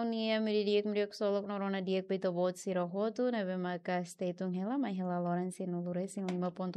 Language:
Tetum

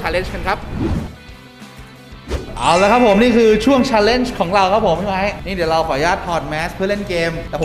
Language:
Thai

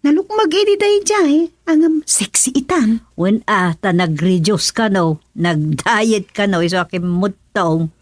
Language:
Iloko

